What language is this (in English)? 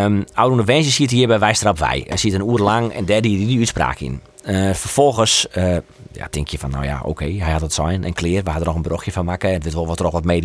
Western Frisian